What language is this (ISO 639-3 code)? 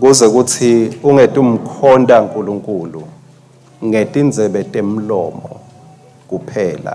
ssw